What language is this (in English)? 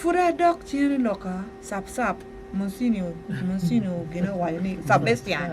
Acoli